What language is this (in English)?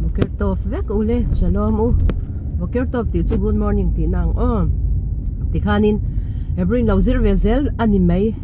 Mizo